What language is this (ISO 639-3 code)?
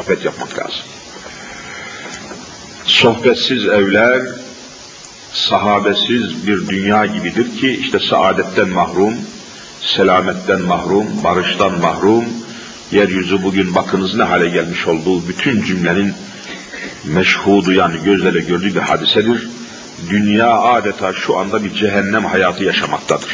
tur